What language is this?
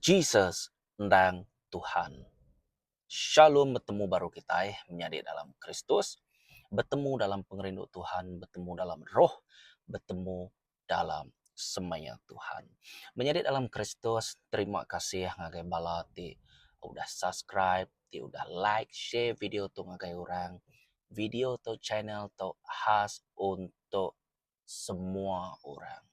Iban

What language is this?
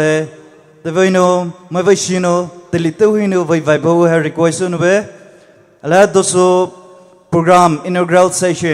Poumei Naga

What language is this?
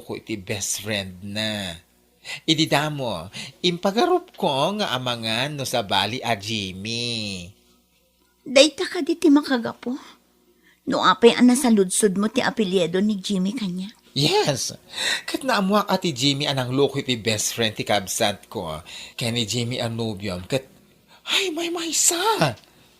Iloko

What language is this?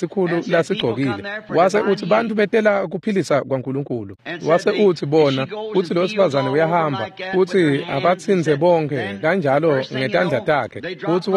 Swati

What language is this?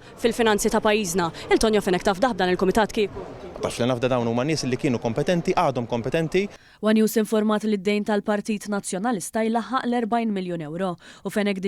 Maltese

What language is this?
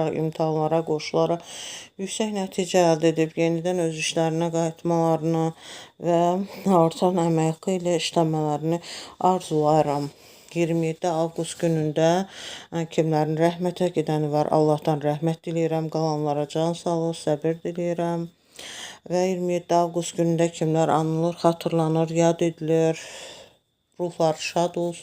Azerbaijani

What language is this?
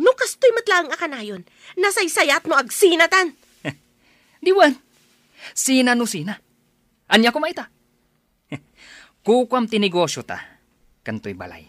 Iloko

